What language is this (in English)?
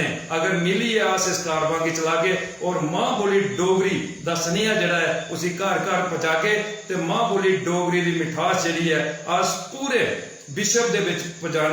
Dogri